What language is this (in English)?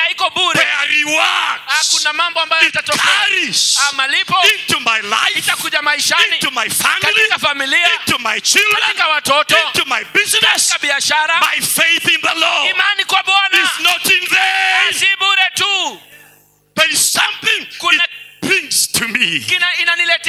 Swahili